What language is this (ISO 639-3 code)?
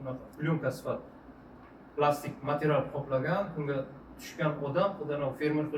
uzb